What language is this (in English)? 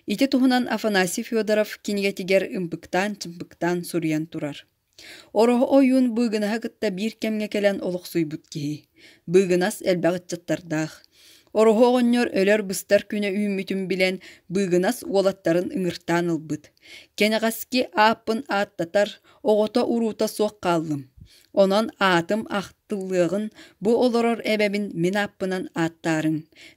Yakut